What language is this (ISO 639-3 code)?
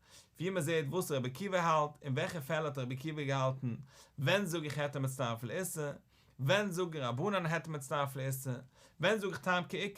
yid